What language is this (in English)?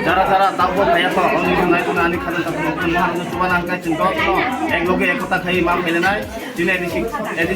Kok Borok